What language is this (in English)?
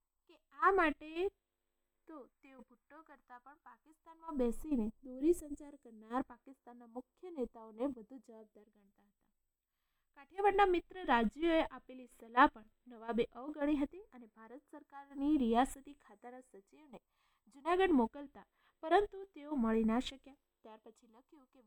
Gujarati